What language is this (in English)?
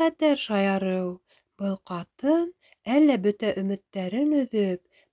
Bashkir